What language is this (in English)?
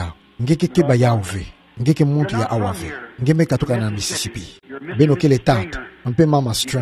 Kituba (Democratic Republic of Congo)